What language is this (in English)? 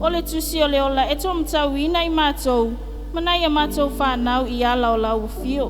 Samoan